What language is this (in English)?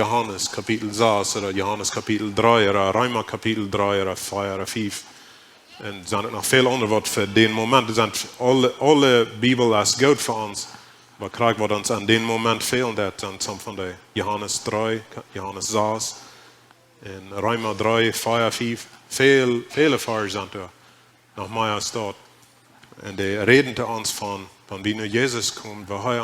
Plautdietsch